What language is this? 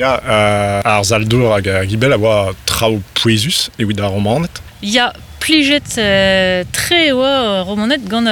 Breton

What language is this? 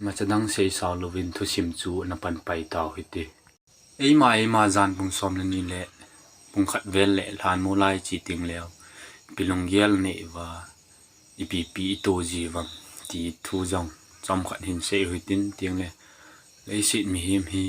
Thado Chin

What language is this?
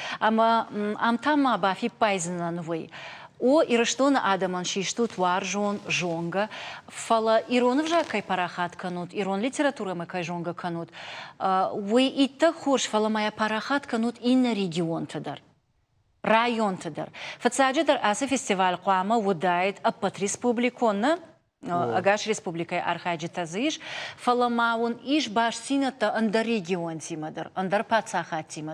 Ossetic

